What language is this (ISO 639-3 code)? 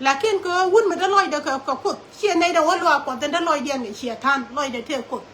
nus